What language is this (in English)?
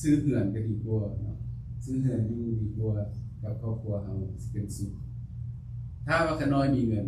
Lao